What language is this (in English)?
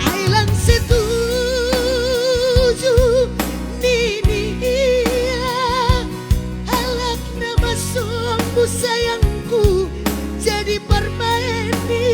Batak Toba